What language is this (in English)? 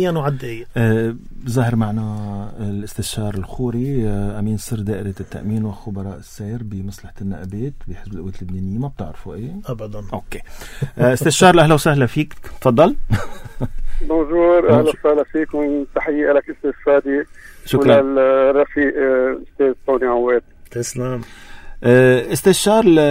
North Levantine Arabic